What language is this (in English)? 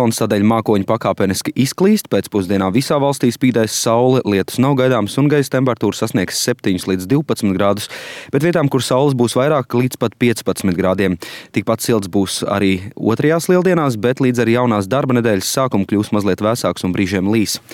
Latvian